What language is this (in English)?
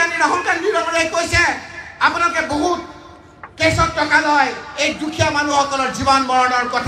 Assamese